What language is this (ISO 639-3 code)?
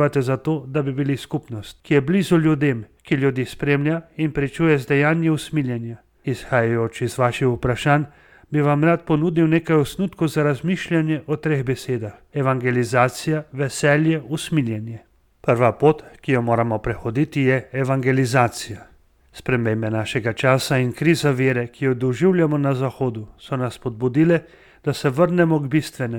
slv